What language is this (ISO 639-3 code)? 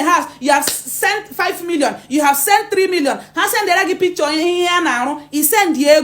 ibo